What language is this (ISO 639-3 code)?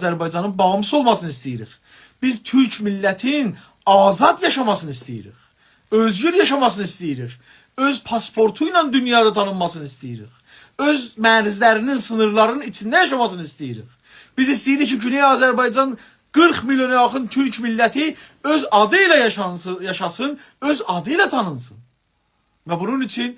azb